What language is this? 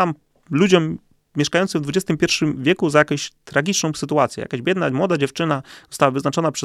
Polish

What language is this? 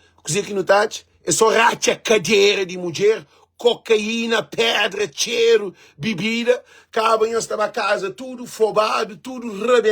Kabuverdianu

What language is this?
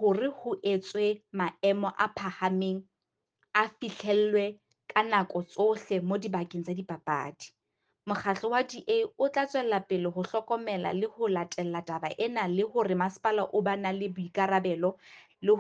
Southern Sotho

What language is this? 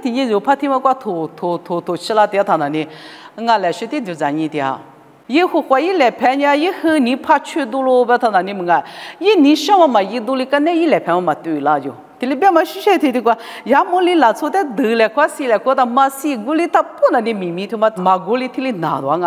Lisu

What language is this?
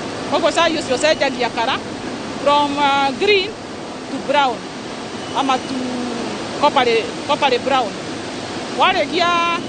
Kikuyu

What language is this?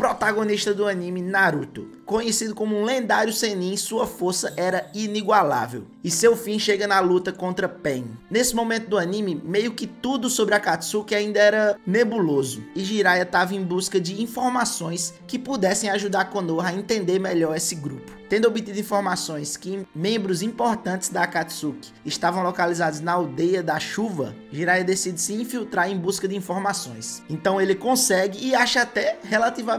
Portuguese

